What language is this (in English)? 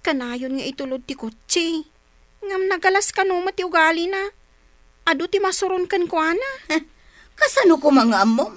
Iloko